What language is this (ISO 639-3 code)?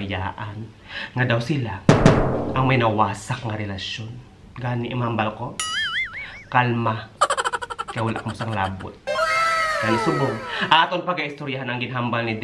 hil